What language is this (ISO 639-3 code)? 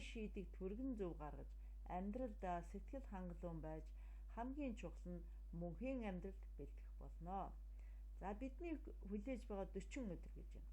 mon